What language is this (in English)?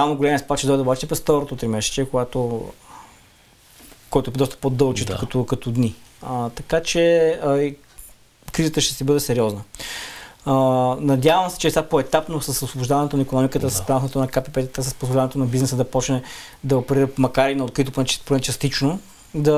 Bulgarian